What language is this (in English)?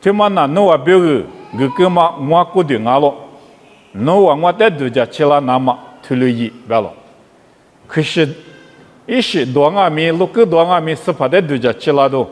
Lisu